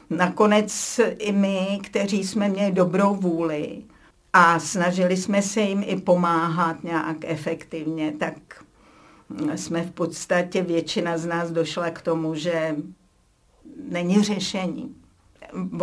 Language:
Czech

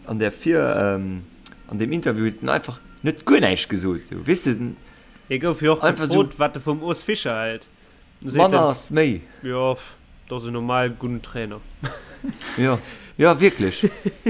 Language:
Luxembourgish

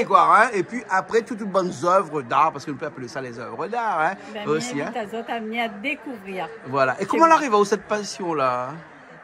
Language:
Réunion Creole French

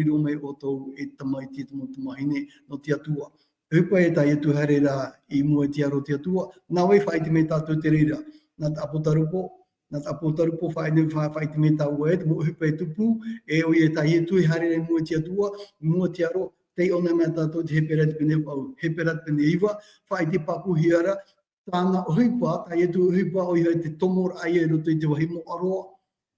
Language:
Tahitian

